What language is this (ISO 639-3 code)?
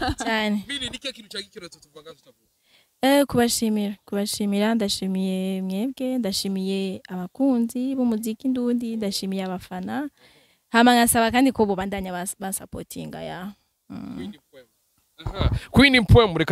run